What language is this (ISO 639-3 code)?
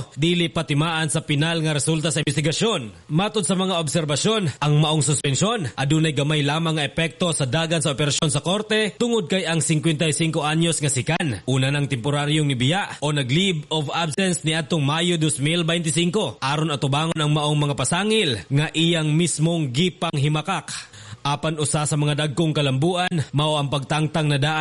ceb